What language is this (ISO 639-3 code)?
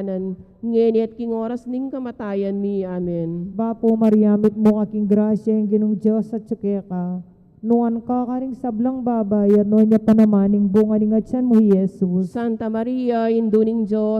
pam